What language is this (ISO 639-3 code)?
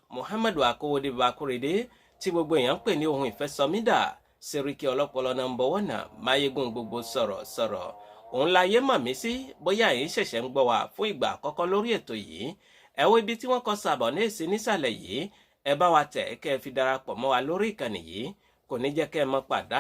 yor